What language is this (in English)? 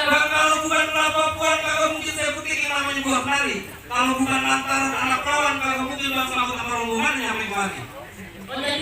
Betawi